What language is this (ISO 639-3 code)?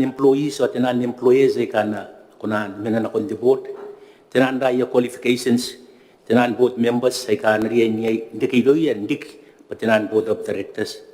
gil